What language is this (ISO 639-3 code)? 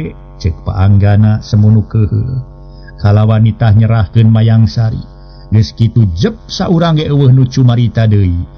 sun